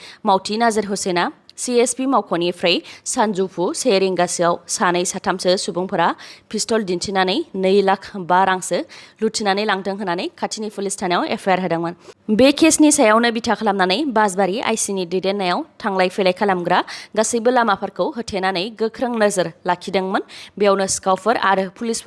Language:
Bodo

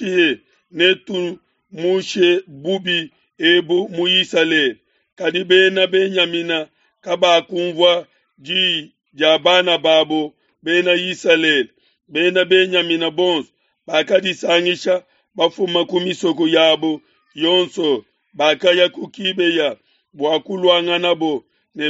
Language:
Luba-Lulua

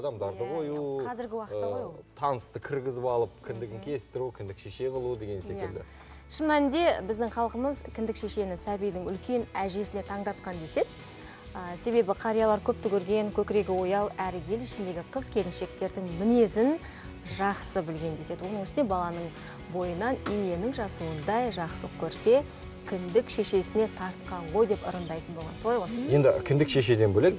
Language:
Kazakh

